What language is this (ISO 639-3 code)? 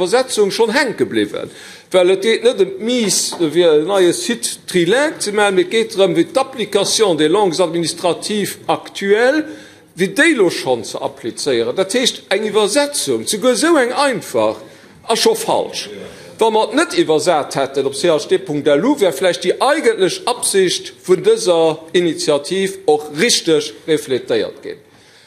ltz